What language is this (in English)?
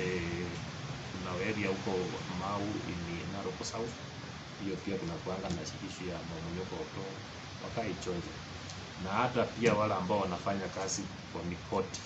Masai